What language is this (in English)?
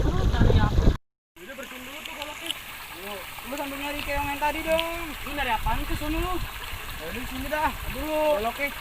Betawi